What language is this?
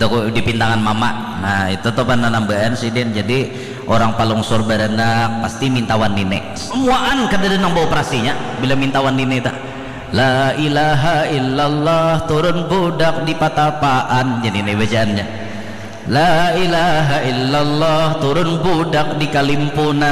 Banjar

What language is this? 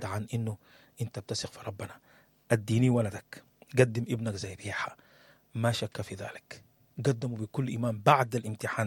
Sudanese Arabic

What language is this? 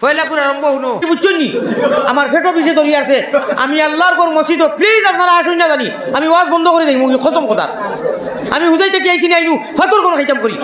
Sylheti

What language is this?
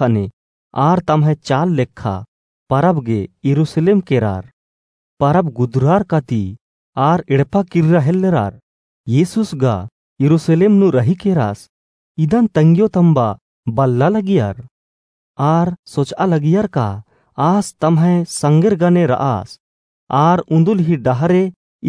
Kurukh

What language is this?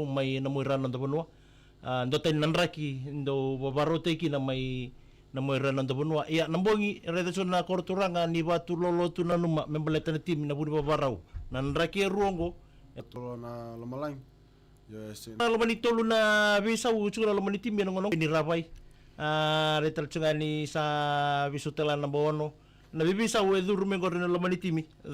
Fijian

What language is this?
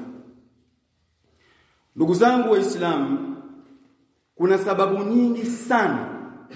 Swahili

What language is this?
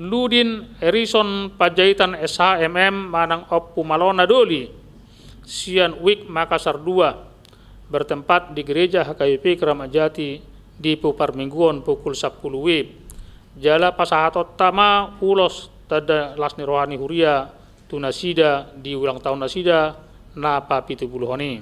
Batak Toba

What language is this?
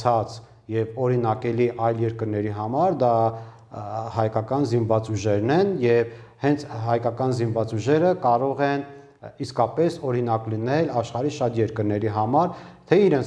Armenian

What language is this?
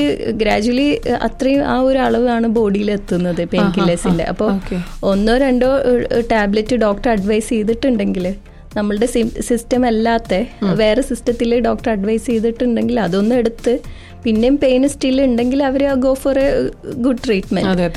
Malayalam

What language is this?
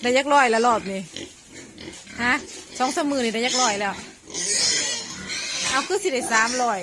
Northeastern Thai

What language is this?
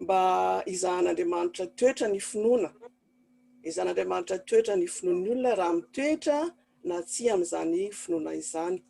Malagasy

